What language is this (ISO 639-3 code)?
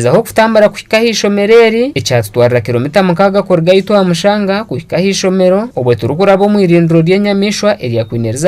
nyn